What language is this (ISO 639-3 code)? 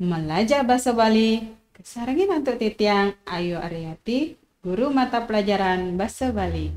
ban